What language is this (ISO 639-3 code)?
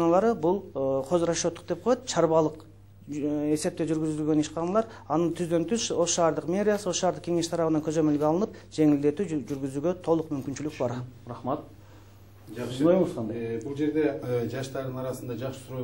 kir